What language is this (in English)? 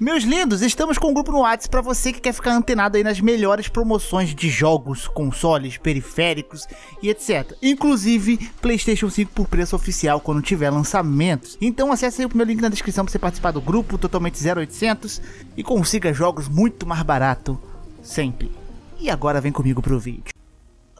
Portuguese